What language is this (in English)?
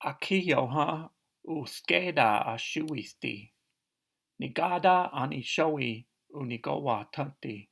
Cherokee